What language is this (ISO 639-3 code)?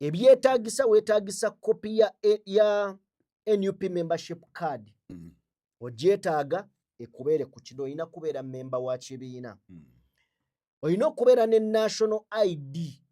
lug